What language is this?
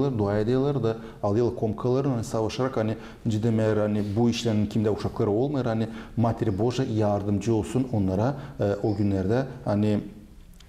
Gagauz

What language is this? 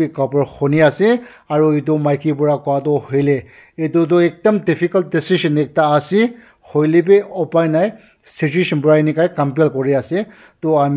Naga Pidgin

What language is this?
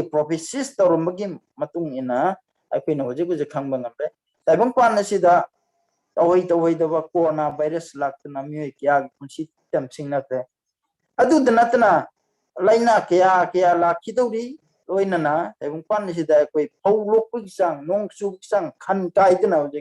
Manipuri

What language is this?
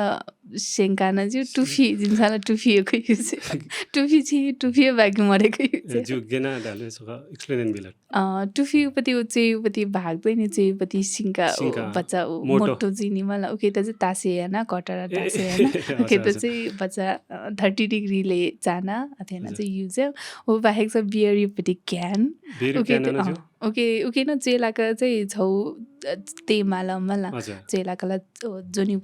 Newari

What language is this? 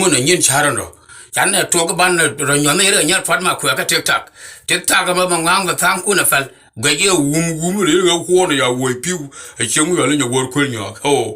Nuer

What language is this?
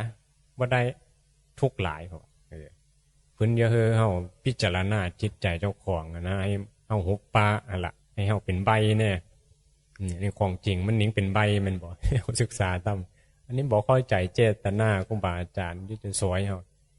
Northeastern Thai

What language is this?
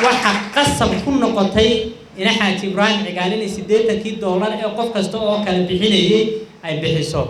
Somali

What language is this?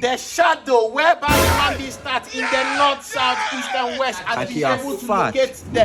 Jamaican Creole English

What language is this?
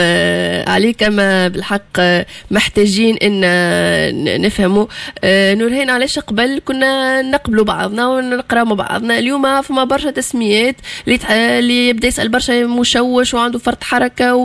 Tunisian Arabic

